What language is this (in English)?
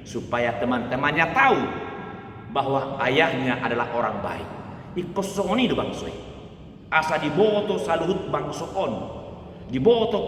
Batak Toba